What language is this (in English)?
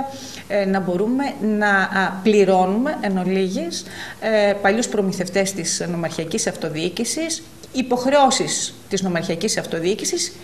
Greek